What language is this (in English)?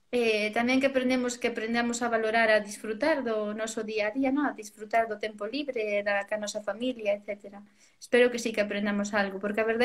Galician